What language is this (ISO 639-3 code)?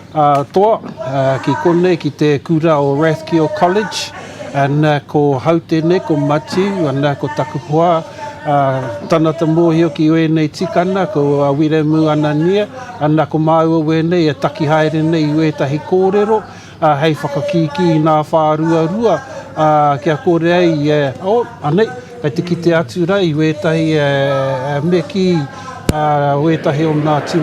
mri